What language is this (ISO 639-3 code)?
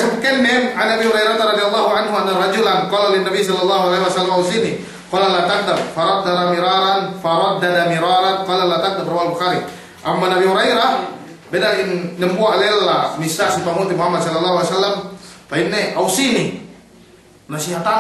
yka